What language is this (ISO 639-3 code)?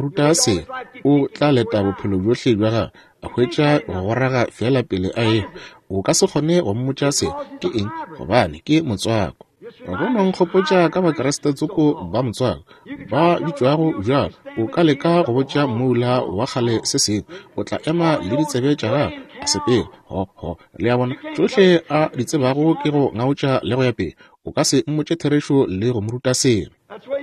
nso